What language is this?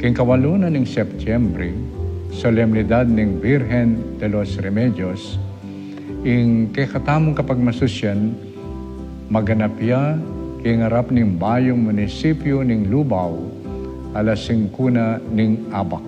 Pampanga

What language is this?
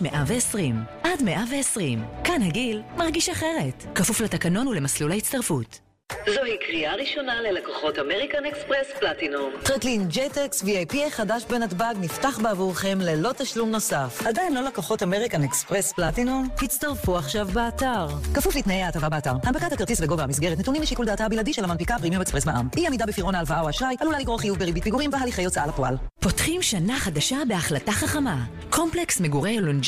Hebrew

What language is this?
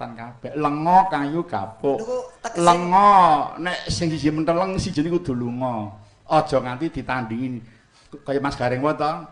Javanese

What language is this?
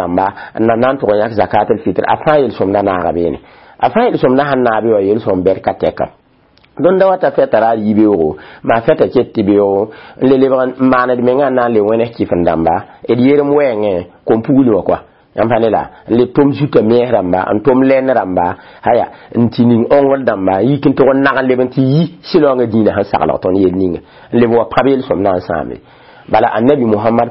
Mossi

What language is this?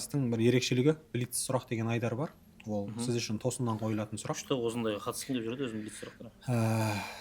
Kazakh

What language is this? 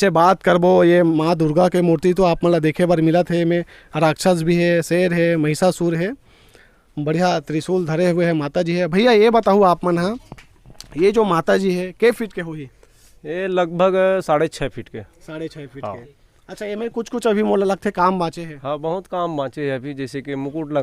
Chhattisgarhi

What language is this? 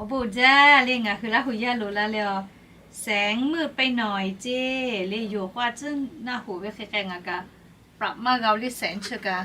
Lahu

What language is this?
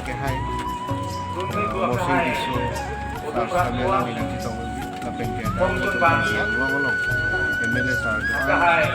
Karbi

